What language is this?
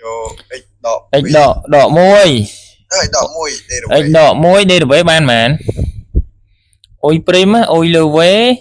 Khmer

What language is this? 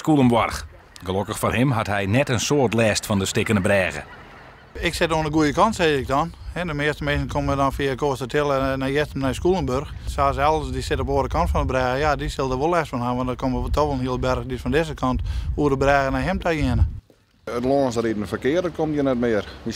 Western Frisian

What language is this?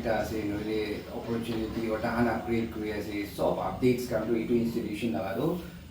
Naga Pidgin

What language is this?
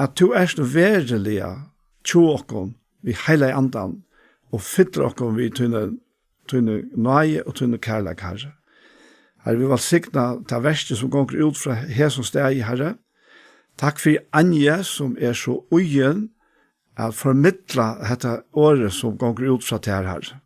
Faroese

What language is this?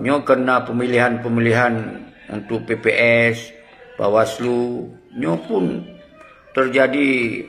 Achinese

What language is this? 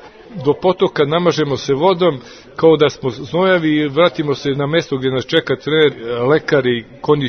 Serbian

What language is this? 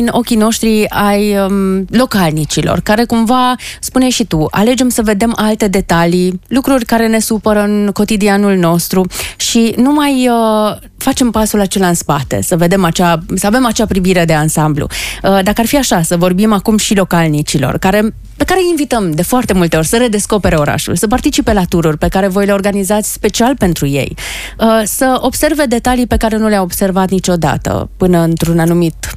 Romanian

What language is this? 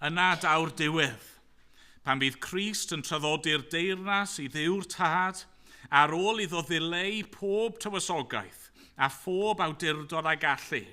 Welsh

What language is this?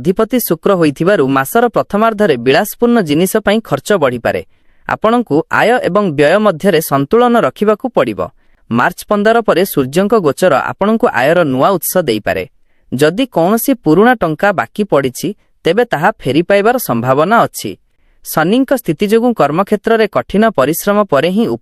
Odia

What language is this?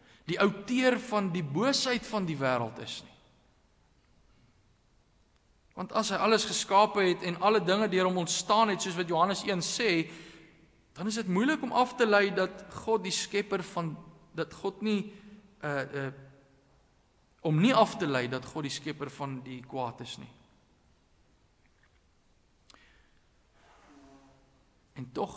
Afrikaans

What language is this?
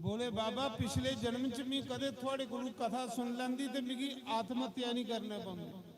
Dogri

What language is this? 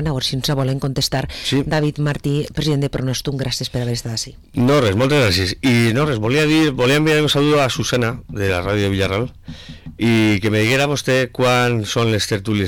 Catalan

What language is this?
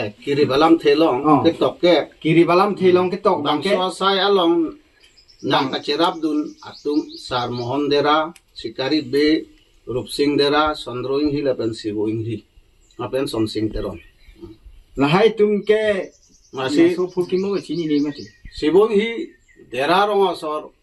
Karbi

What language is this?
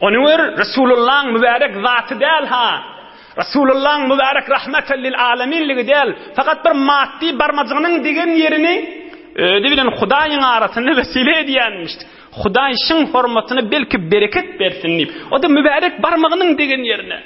Turkmen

